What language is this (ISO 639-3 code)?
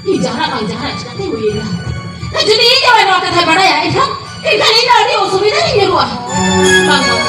sat